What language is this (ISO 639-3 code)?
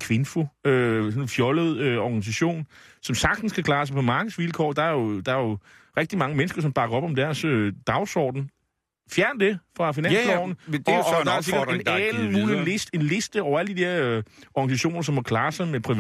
dan